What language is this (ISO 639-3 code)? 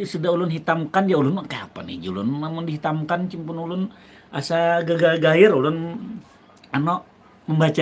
bjn